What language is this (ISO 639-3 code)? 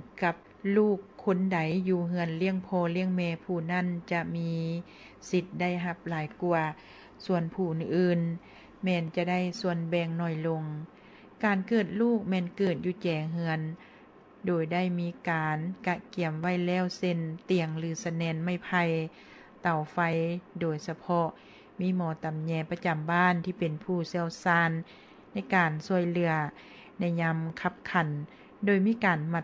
lao